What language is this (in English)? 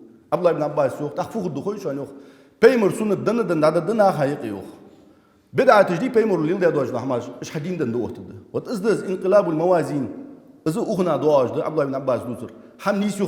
Ingush